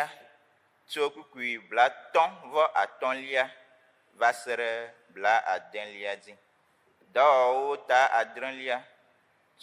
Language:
Ewe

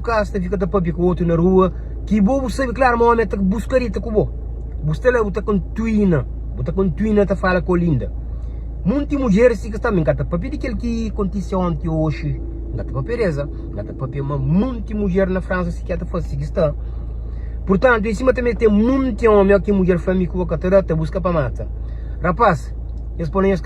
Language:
Kabuverdianu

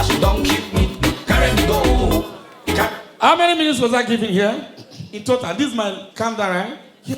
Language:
Nigerian Pidgin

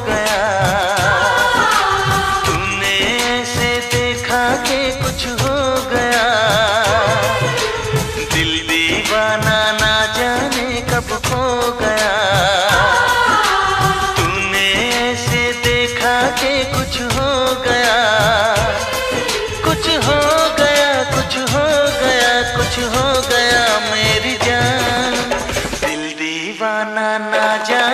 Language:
Hindi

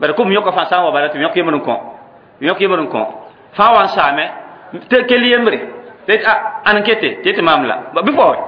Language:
Mossi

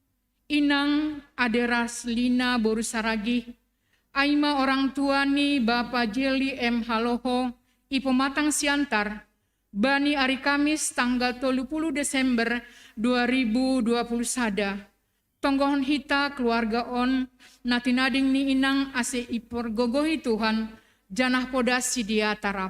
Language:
Batak Simalungun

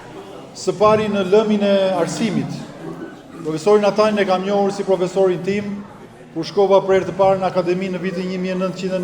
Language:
Albanian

